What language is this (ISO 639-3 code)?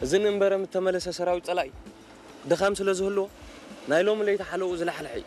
tir